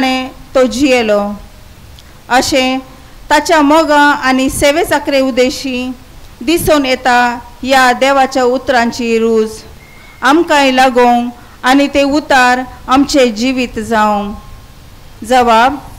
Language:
Konkani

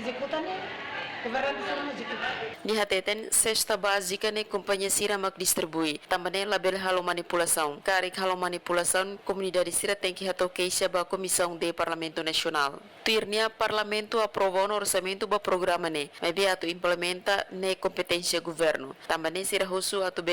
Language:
Tetum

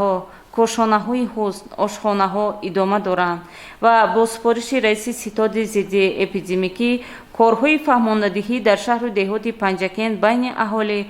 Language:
Tajik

